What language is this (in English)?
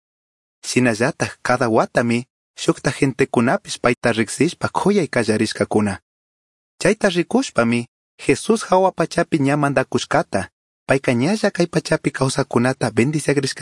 Chimborazo Highland Quichua